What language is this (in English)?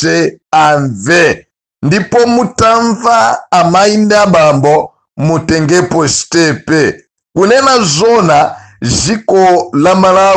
Nyanja